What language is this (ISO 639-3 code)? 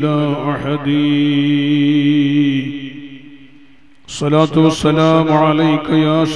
mal